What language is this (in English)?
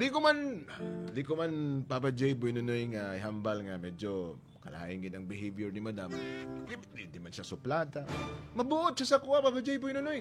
Hiligaynon